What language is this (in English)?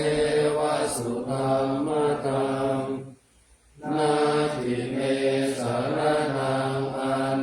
Pali